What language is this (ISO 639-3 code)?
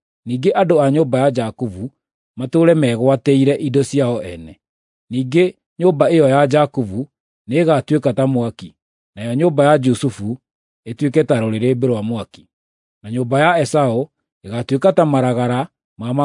kik